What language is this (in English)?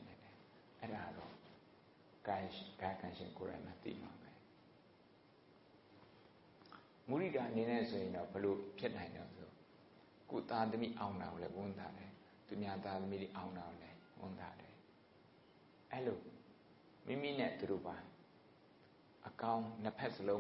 Burmese